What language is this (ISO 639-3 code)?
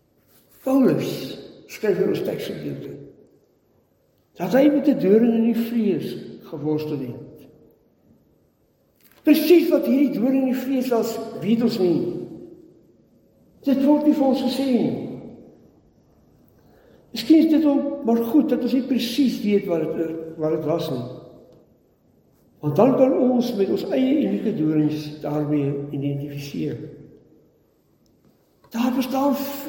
afr